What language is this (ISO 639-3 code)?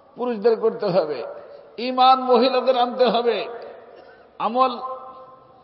ben